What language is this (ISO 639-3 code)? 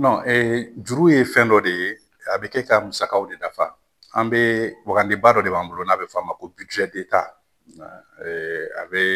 bam